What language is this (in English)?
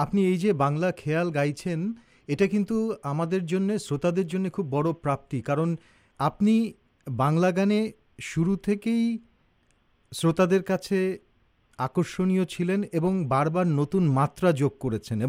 Bangla